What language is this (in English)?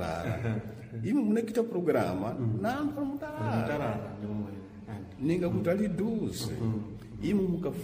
Sena